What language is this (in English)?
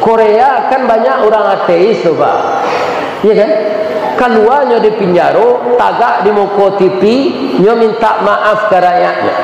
Minangkabau